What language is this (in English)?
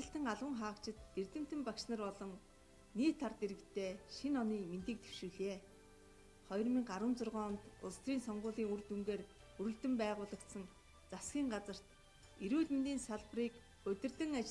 Mongolian